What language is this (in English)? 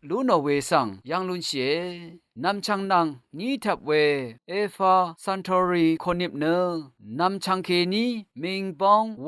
Rawang